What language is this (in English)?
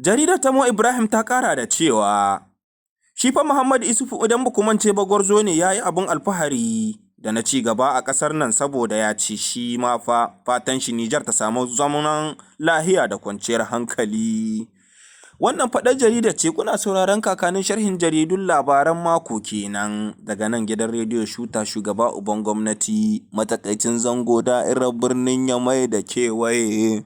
Hausa